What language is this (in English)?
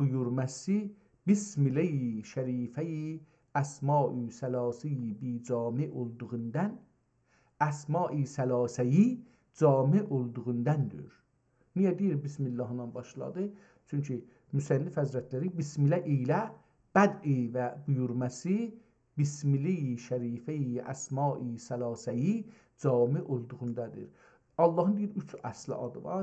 South Azerbaijani